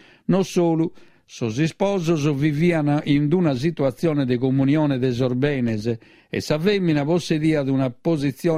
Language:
Sardinian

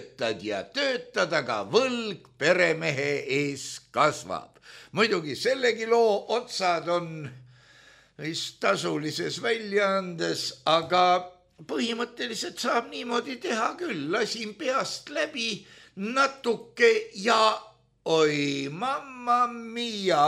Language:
Estonian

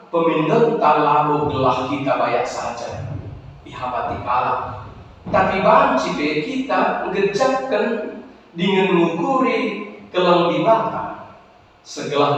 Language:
Batak Karo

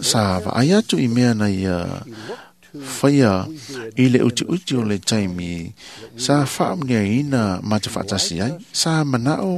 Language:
Samoan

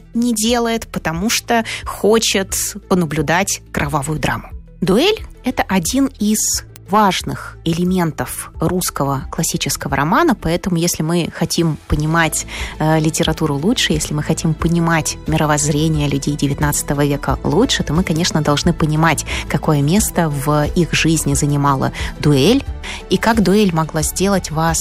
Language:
Russian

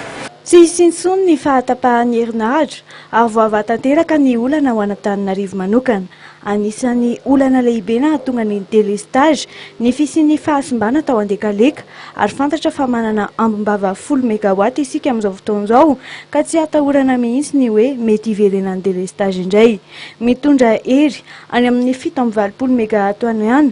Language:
Malagasy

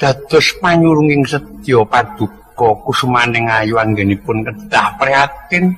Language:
Javanese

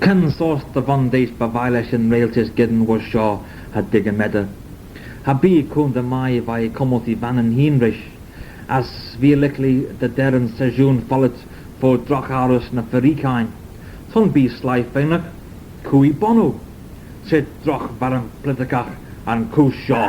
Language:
Manx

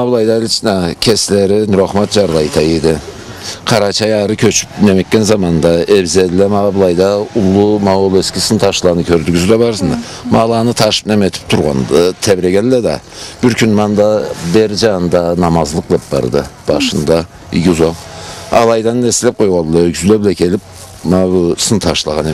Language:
Karachay-Balkar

